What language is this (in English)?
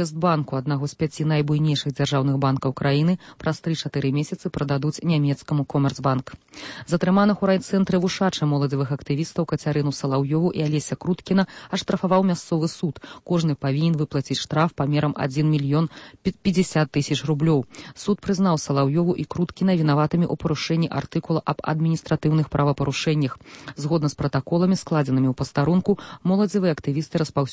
Belarusian